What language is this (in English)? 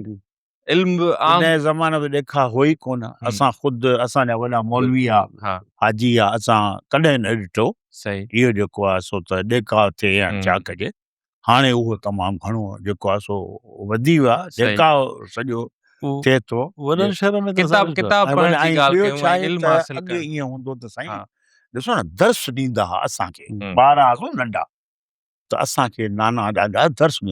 Sindhi